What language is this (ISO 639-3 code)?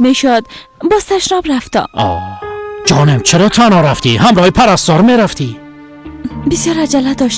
fas